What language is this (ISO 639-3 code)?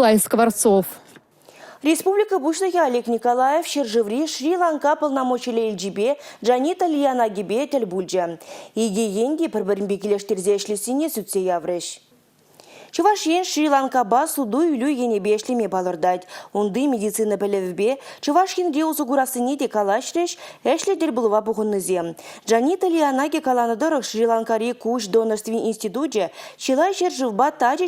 chv